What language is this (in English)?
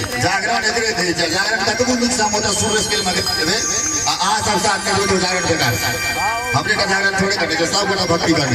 Maithili